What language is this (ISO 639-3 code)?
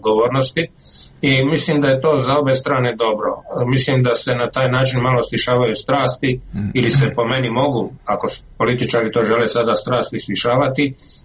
srp